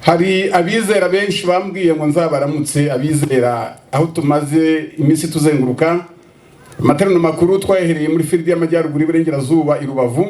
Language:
Kinyarwanda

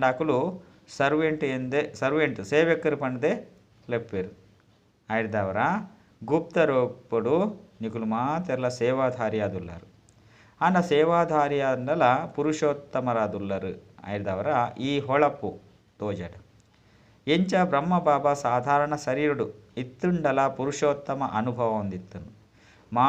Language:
Tulu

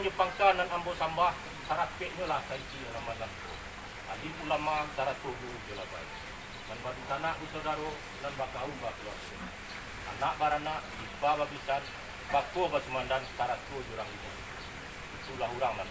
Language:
Minangkabau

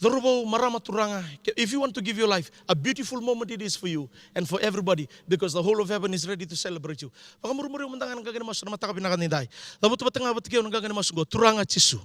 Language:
Fijian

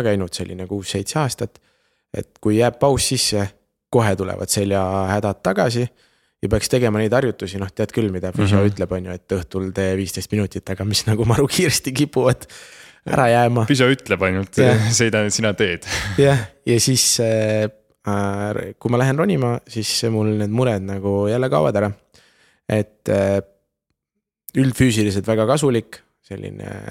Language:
Estonian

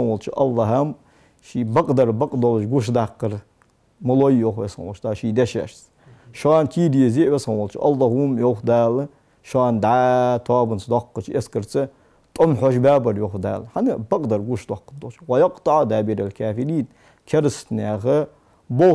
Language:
Ingush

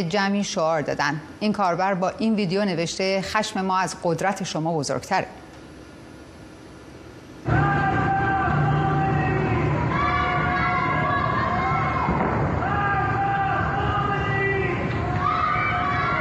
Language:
Persian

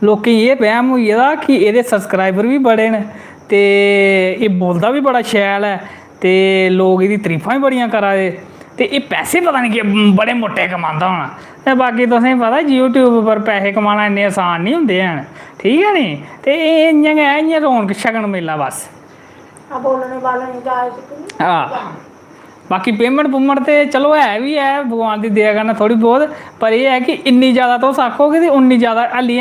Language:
Dogri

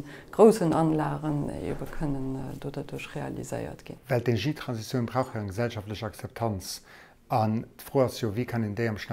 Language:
Luxembourgish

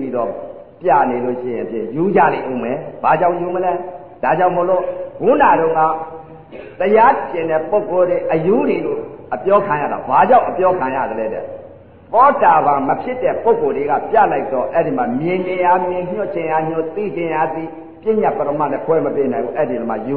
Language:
Burmese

